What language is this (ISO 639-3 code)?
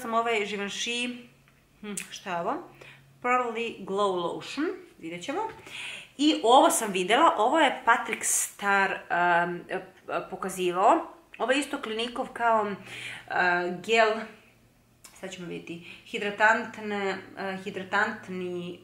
srp